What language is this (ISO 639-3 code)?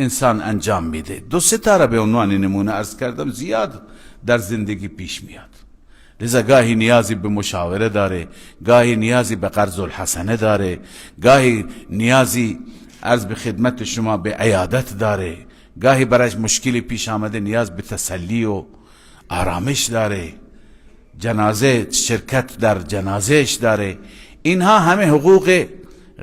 fas